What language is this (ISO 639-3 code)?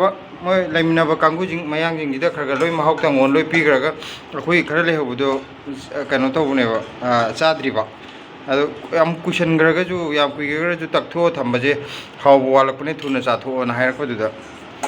mni